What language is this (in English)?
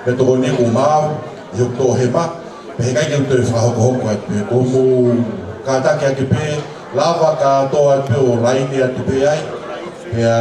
Tongan